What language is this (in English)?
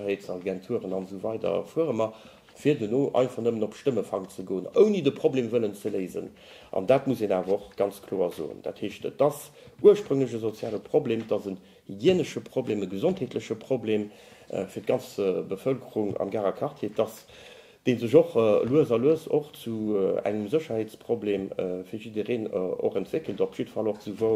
Luxembourgish